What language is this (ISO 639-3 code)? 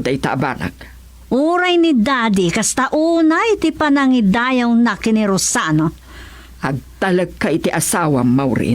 ilo